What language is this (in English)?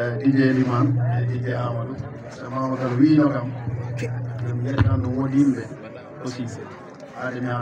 Fula